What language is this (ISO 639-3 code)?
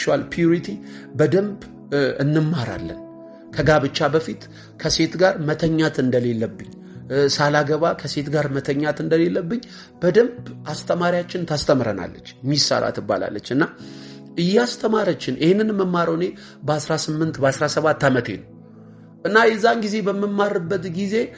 amh